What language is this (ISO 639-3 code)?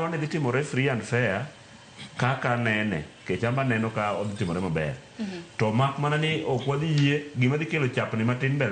luo